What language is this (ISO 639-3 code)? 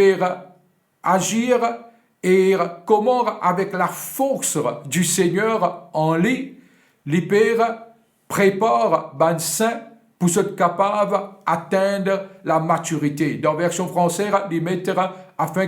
mfe